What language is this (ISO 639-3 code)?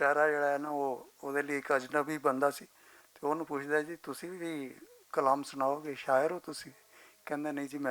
lah